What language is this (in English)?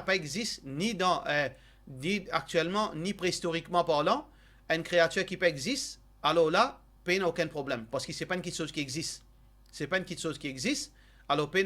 Morisyen